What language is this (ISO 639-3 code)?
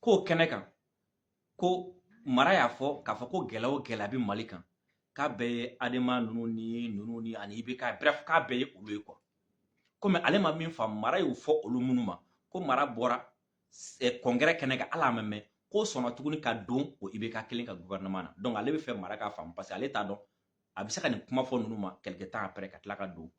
bam